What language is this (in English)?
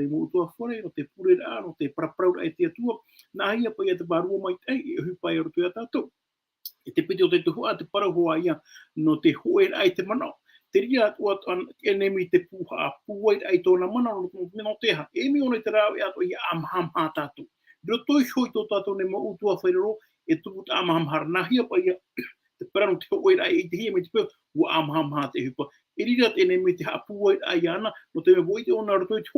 Tahitian